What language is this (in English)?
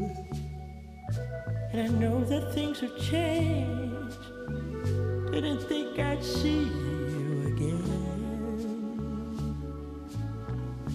Basque